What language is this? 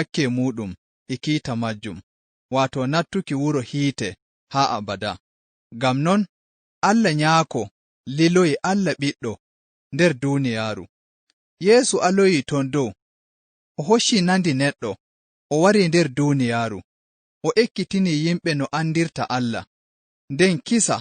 Fula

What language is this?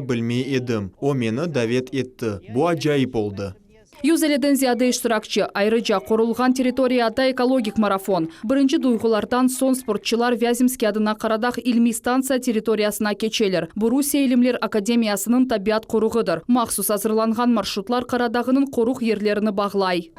Crimean Tatar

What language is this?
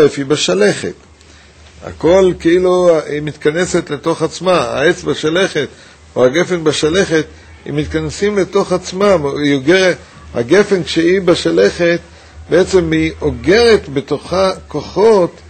Hebrew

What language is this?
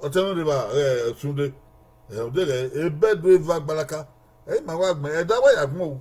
Bini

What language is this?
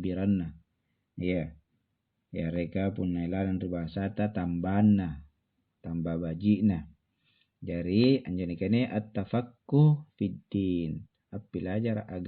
Makasar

